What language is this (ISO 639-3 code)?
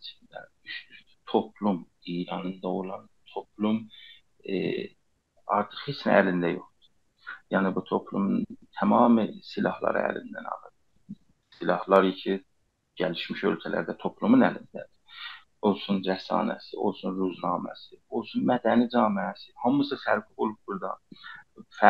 azb